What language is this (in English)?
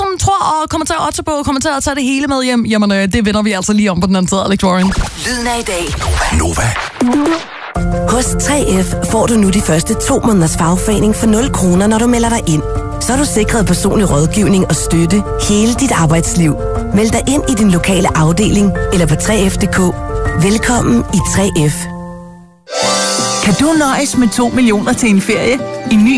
Danish